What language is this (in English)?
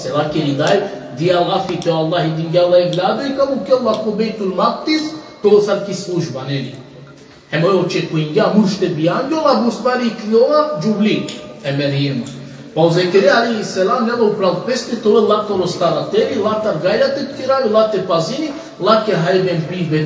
Balkan Romani